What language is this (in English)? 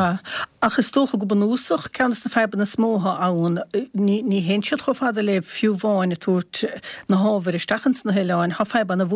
Irish